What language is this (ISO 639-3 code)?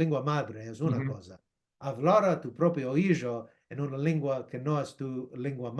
lad